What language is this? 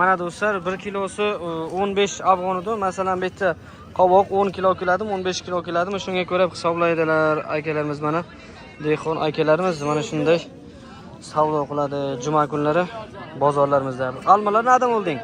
Uzbek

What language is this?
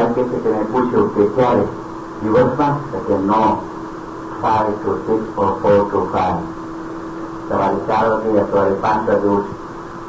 Gujarati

